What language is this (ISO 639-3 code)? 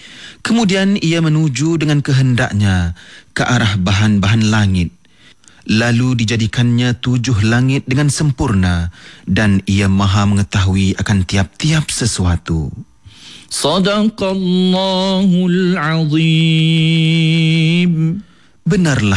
msa